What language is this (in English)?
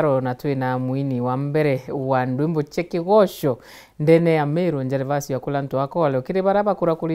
Meru